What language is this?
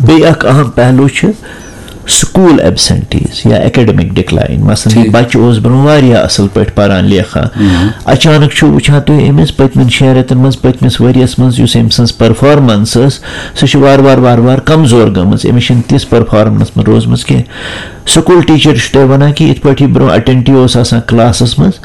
Kashmiri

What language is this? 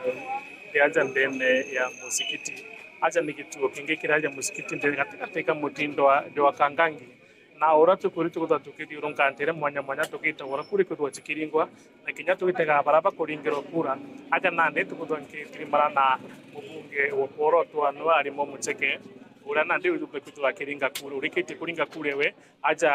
Meru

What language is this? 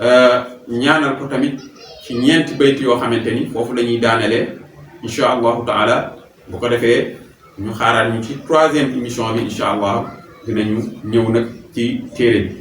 Wolof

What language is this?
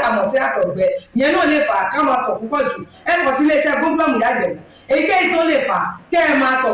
Yoruba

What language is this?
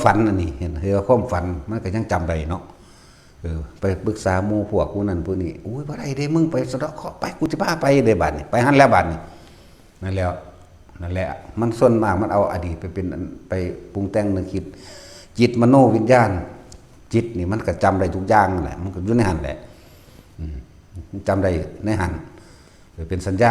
Northeastern Thai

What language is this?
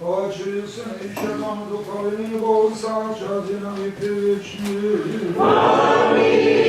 Rusyn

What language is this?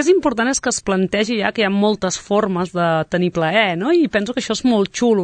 Catalan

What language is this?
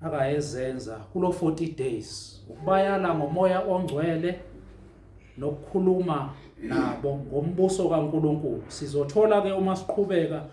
Zulu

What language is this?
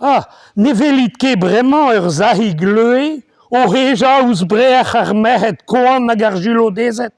Breton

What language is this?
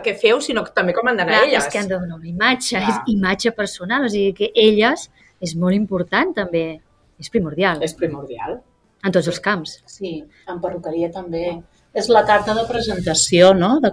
Catalan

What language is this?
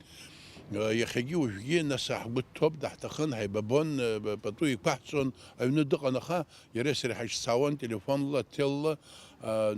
Abkhazian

